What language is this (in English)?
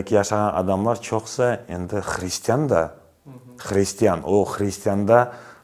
Crimean Tatar